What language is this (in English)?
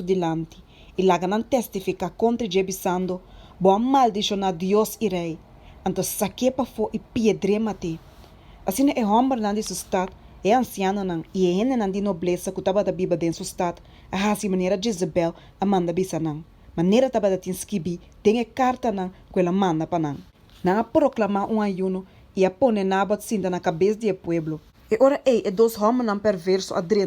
Papiamento